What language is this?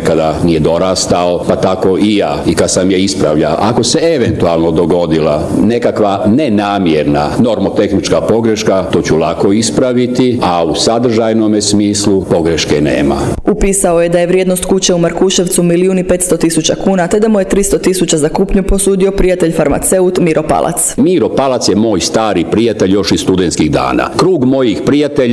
Croatian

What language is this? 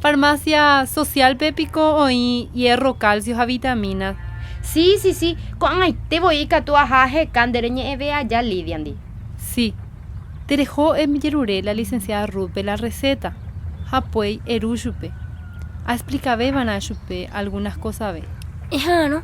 Guarani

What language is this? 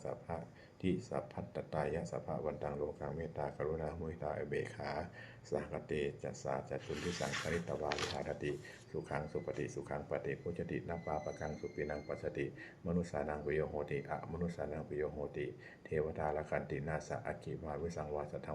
Pali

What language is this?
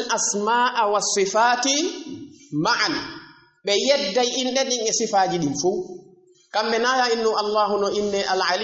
Fula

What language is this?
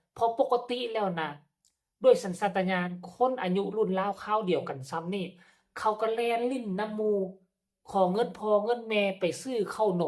Northeastern Thai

